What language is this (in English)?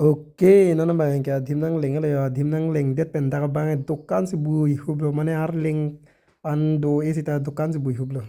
Karbi